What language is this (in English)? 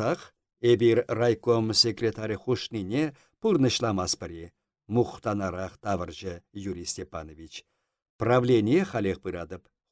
Chuvash